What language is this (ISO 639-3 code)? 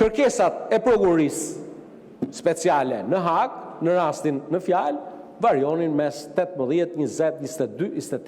sqi